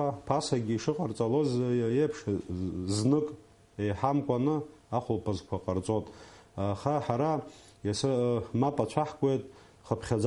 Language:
Abkhazian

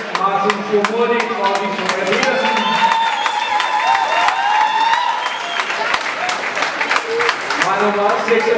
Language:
Danish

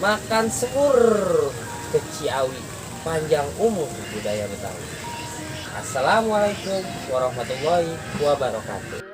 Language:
Betawi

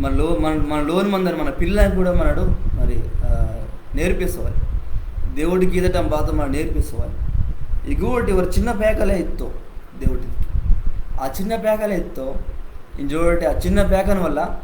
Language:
Koya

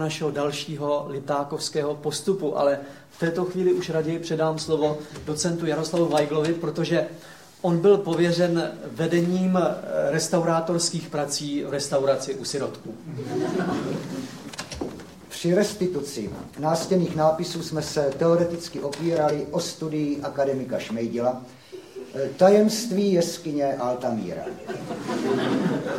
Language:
Czech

